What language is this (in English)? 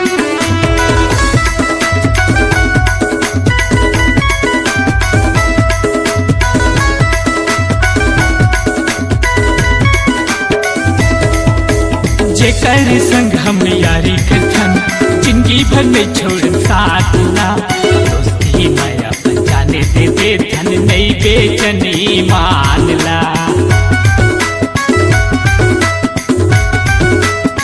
Chhattisgarhi